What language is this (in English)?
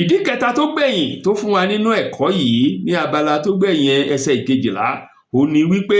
Yoruba